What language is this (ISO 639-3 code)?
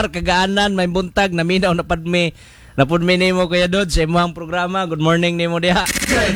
ceb